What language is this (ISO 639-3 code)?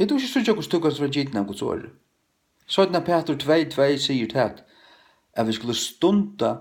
fao